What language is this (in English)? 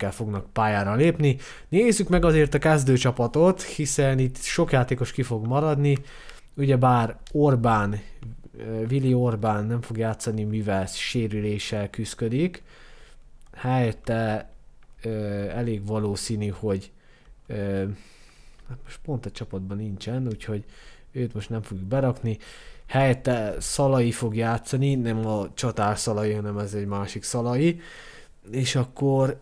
Hungarian